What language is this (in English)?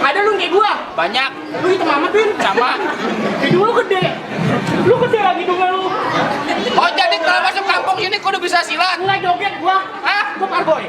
Betawi